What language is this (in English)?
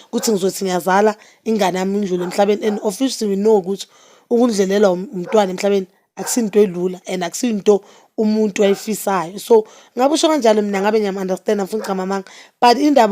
Zulu